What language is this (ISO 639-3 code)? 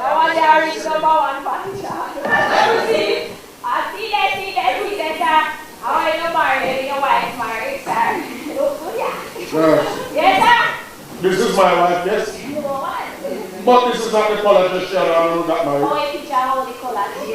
jam